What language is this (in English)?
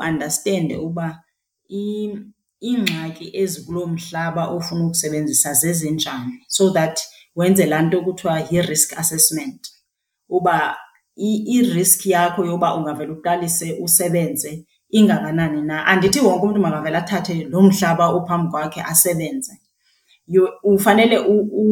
Xhosa